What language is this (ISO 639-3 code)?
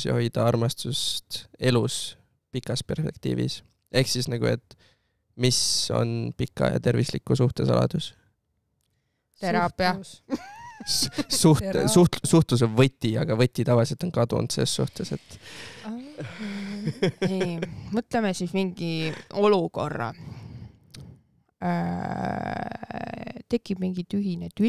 est